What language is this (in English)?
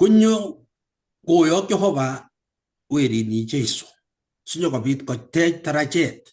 Kalenjin